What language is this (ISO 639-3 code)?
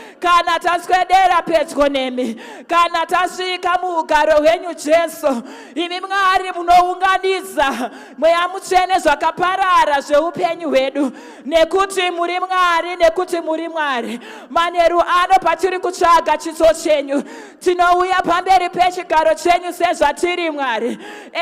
sna